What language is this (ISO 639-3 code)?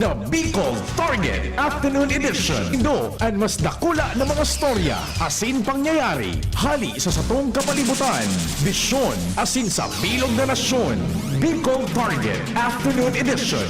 bik